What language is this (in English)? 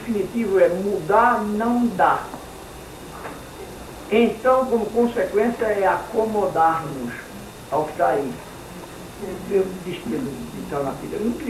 Portuguese